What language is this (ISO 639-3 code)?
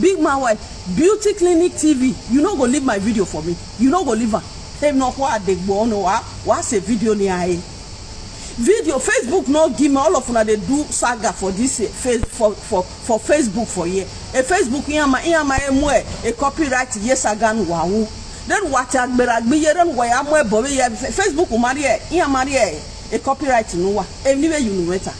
pcm